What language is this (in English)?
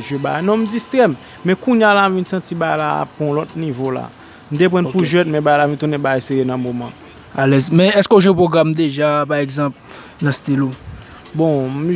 Haitian Creole